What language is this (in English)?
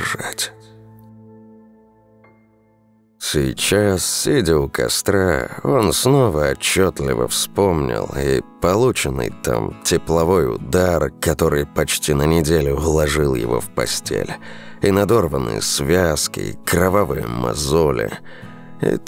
Russian